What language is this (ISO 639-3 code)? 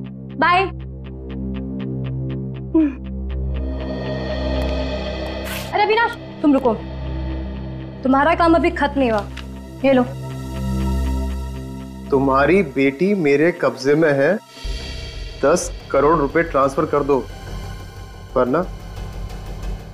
hin